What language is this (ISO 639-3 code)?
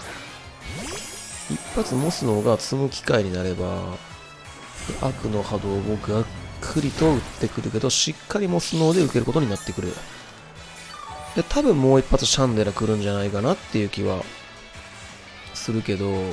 jpn